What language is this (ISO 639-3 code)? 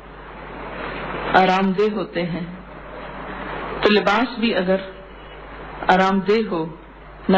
urd